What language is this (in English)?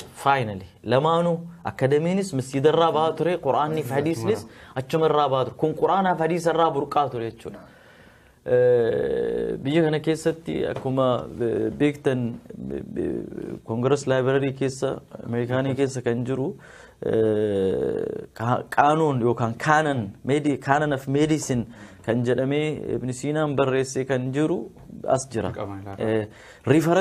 Oromo